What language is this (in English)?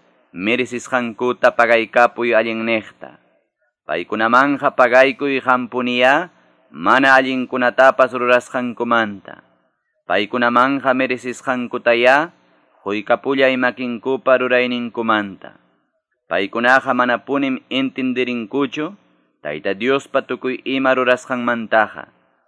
Quechua